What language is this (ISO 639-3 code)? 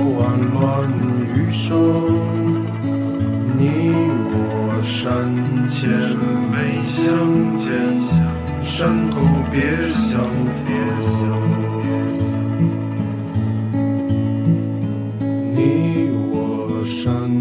zho